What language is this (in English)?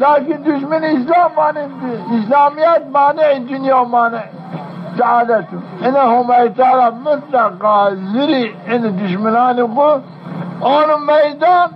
Zaza